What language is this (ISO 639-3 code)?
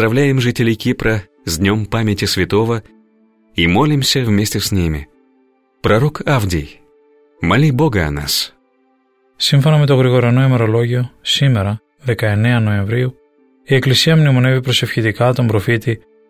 ell